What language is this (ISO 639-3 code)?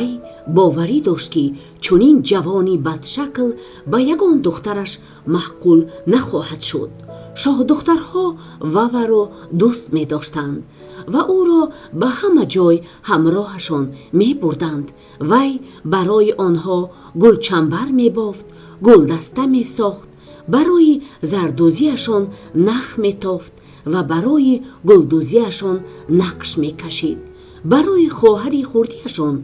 tgk